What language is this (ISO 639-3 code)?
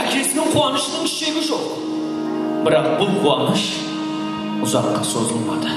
kaa